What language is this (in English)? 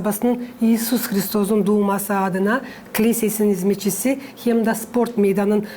Gagauz